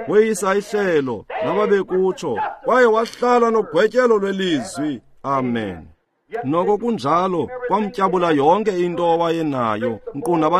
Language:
Xhosa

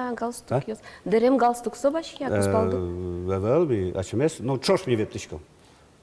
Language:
Udmurt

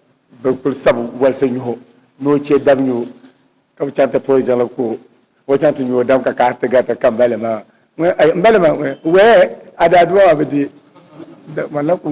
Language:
Dagbani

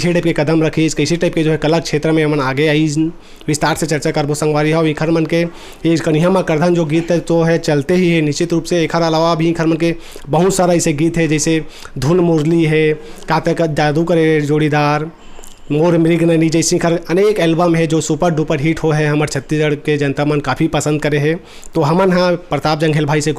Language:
Chhattisgarhi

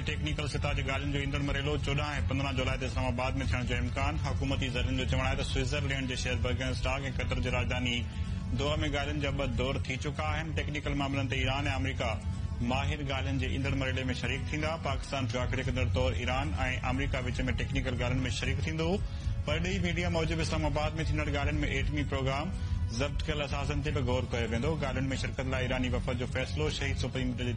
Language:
Sindhi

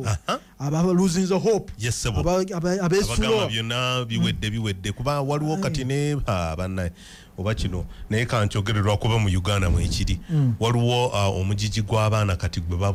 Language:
Ganda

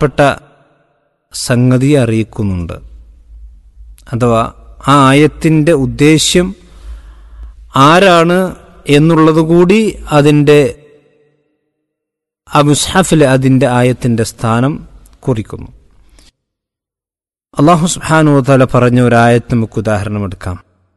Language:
Malayalam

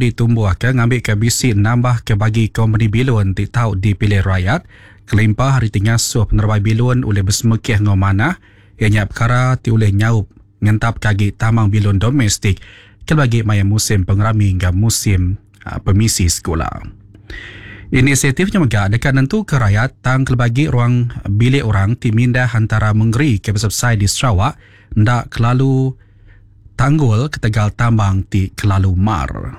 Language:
Iban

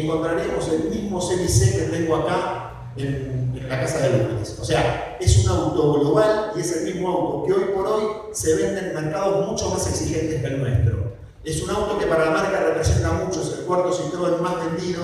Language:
Spanish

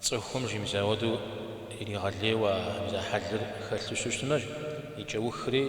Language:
Kabardian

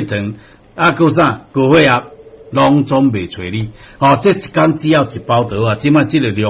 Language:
Min Nan Chinese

